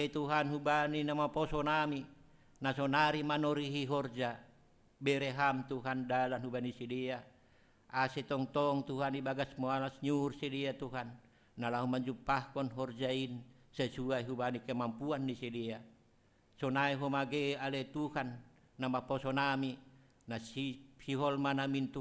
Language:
Batak Simalungun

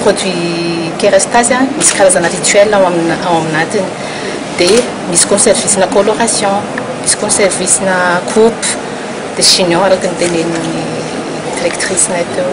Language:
Malagasy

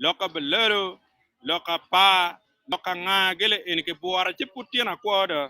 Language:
Acoli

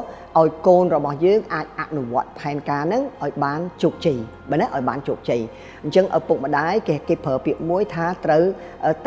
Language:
Khmer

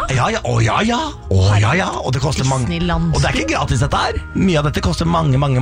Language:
Norwegian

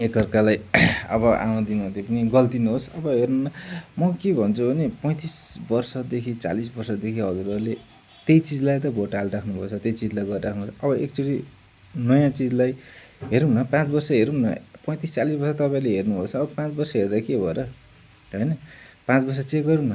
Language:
Nepali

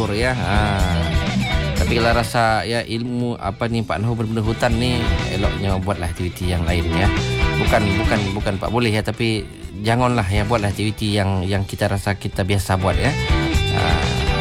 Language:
Malay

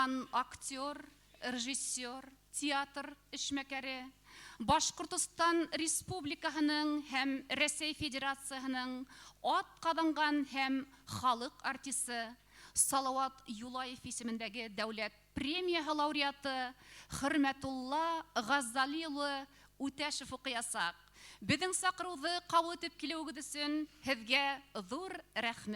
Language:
Bashkir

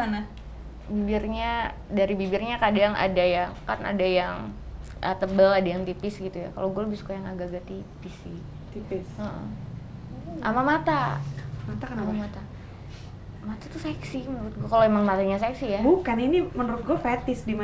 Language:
Indonesian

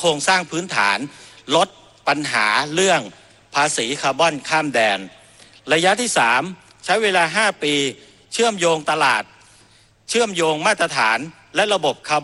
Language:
Thai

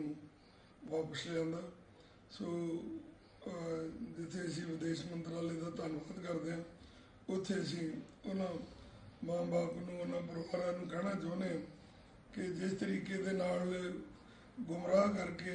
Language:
Punjabi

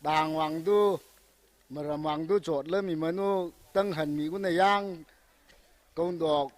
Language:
Tangkhul Naga (India)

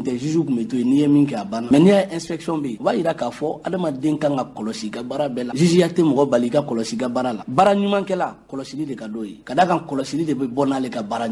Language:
Bambara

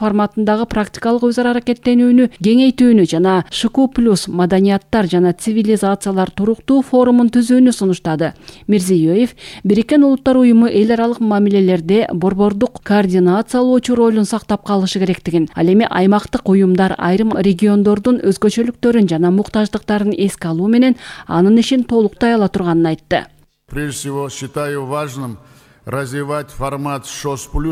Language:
Kyrgyz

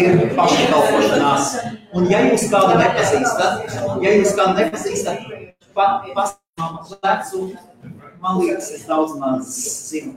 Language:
Latvian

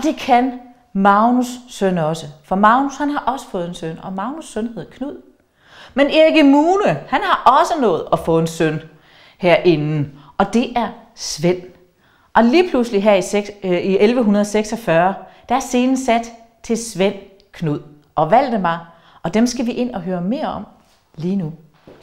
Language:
Danish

